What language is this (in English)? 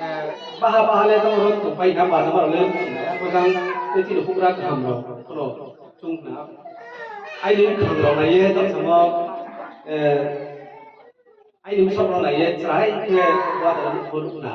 Riang (India)